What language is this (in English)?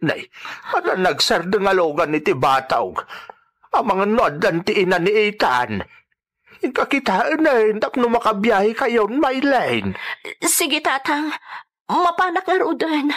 Iloko